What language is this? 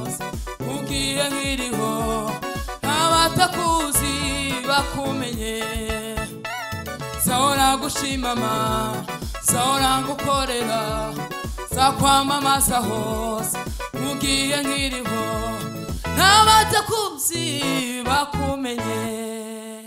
Kinyarwanda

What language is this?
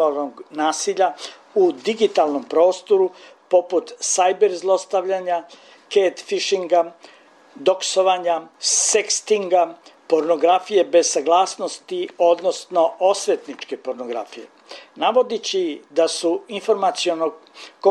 Serbian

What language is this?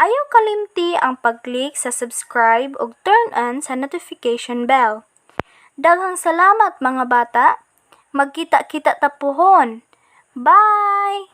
Cebuano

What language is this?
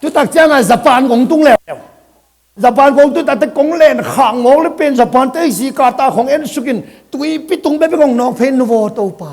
Tedim Chin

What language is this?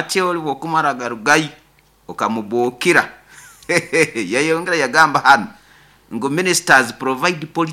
Nyoro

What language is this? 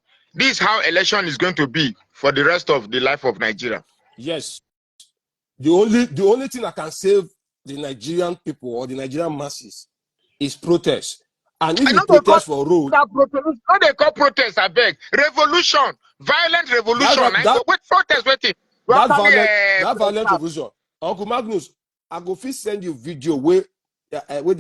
Nigerian Pidgin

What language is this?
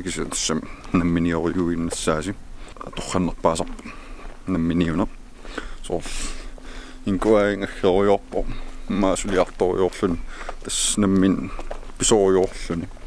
Kalaallisut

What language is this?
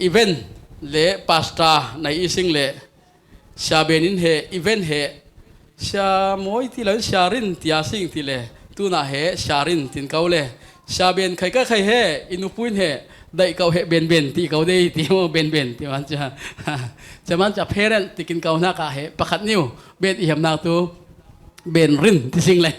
Falam Chin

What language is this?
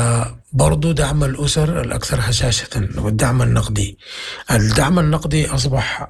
Sudanese Arabic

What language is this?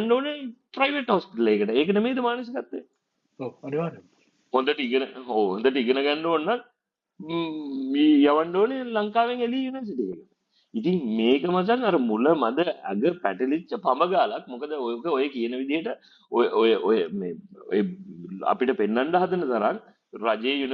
Sinhala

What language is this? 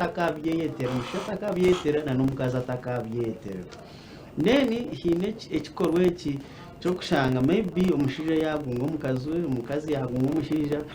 Nyankole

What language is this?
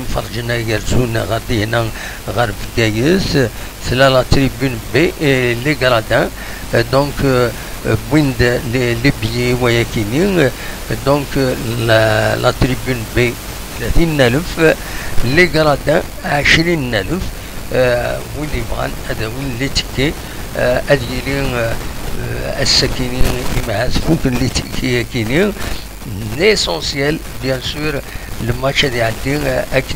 Kabyle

